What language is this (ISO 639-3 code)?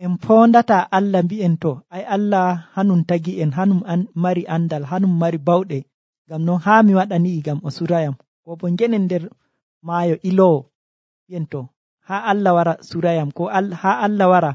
fuv